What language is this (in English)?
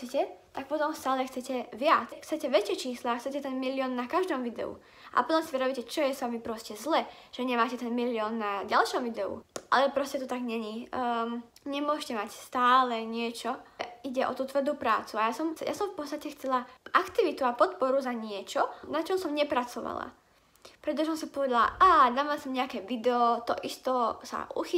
Slovak